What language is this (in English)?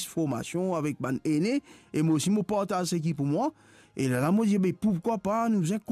Morisyen